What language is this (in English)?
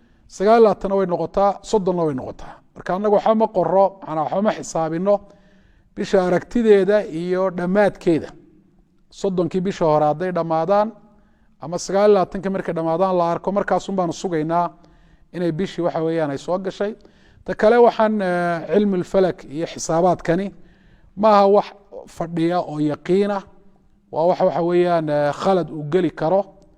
Somali